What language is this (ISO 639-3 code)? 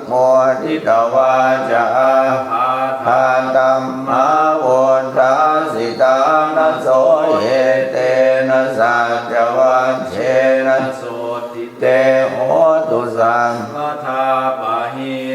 pli